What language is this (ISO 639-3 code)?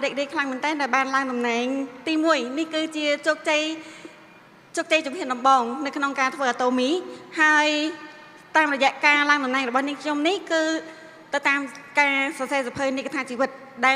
khm